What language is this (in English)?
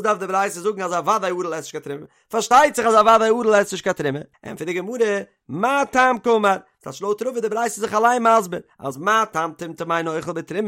Yiddish